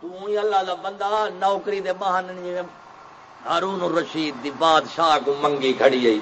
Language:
Saraiki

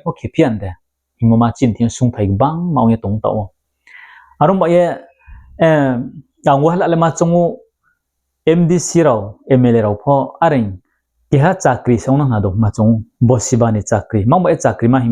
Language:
Riang (India)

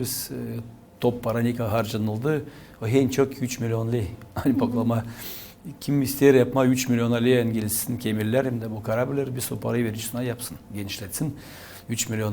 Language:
Gagauz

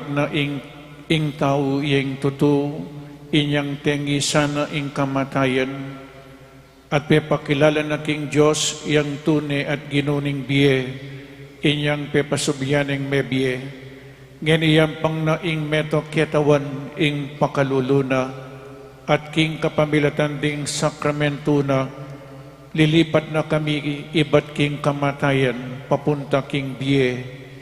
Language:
Pampanga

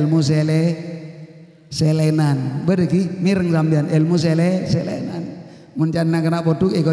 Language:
Madurese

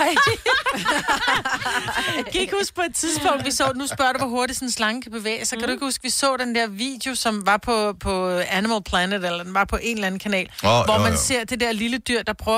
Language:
Danish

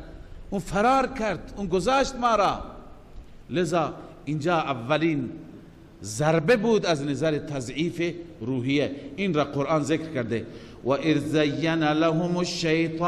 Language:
Persian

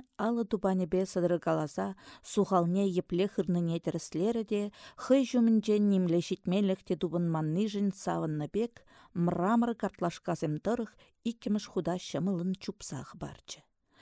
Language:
Chuvash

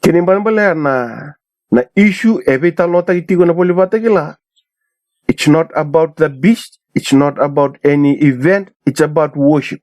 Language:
Fijian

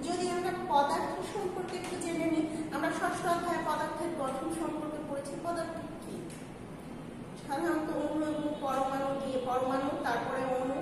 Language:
Bangla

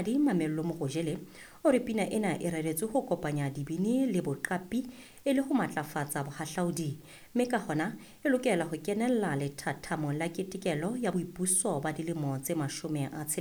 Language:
Southern Sotho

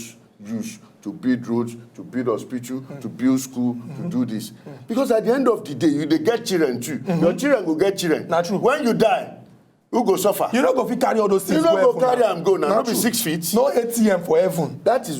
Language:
Nigerian Pidgin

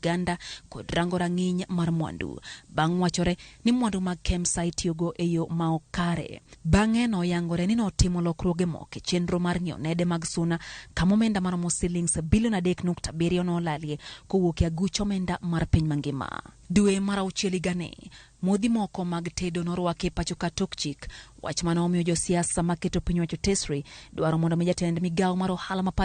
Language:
Luo (Kenya and Tanzania)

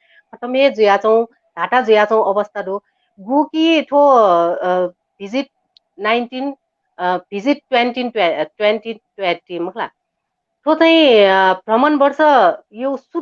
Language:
Newari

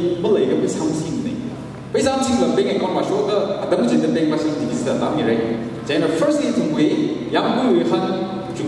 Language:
Tangkhul Naga (India)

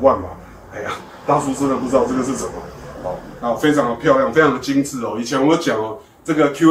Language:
Chinese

